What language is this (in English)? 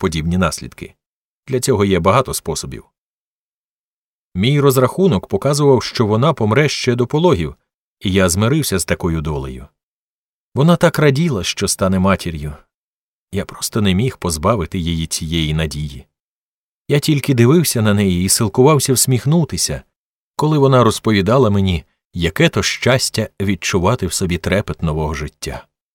Ukrainian